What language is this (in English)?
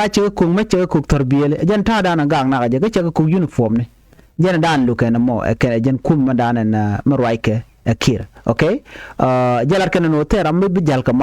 Nuer